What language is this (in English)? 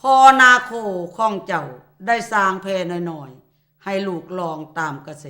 Lao